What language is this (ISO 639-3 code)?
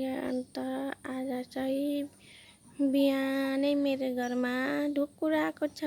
nep